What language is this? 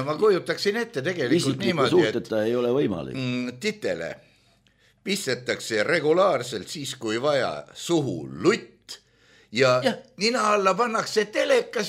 Estonian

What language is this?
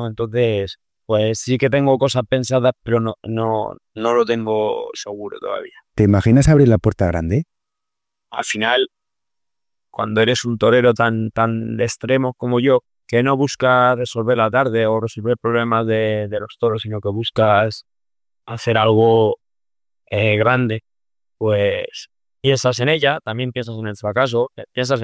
Spanish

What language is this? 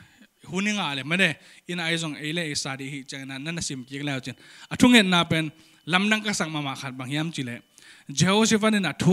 Tedim Chin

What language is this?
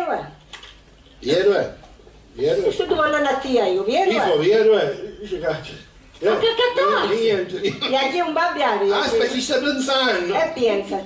Sicilian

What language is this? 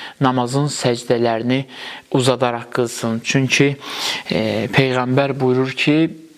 Azerbaijani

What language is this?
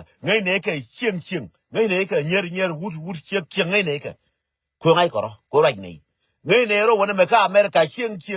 Nuer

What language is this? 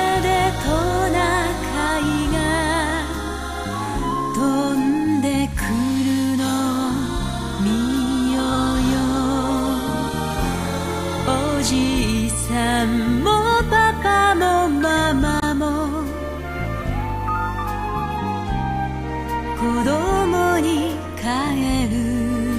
Japanese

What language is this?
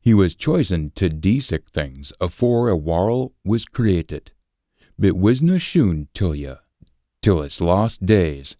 Scots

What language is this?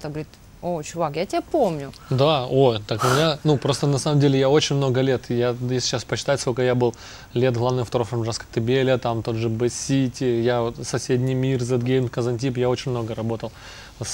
Russian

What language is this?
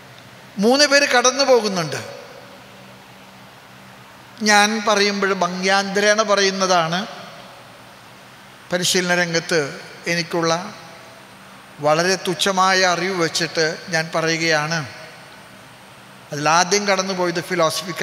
Malayalam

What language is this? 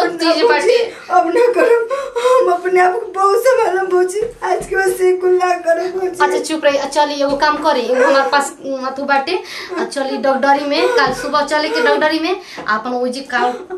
Bhojpuri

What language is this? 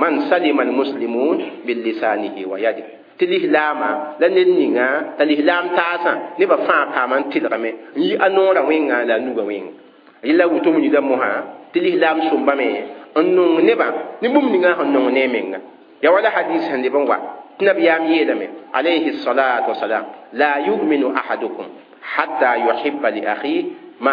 Mossi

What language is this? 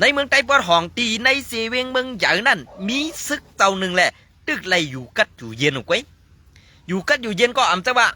Shan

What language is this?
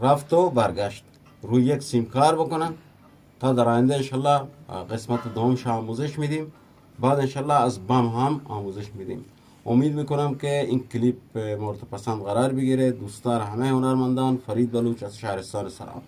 Eastern Balochi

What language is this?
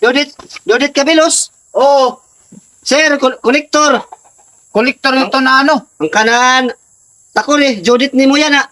Waray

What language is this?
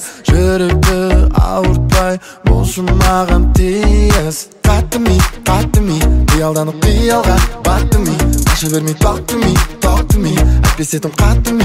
Kazakh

